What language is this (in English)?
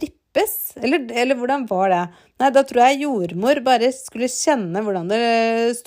Norwegian